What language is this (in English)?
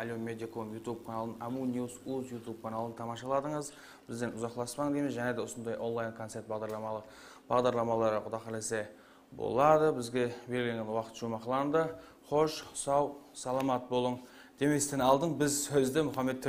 Kara-Kalpak